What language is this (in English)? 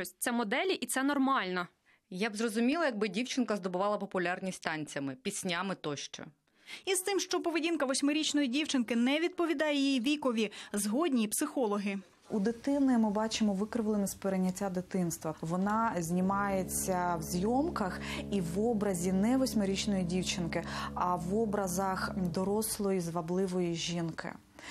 Ukrainian